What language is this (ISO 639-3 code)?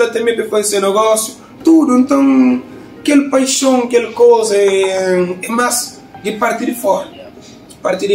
kea